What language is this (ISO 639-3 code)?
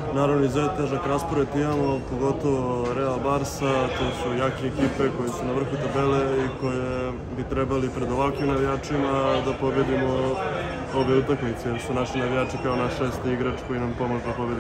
srp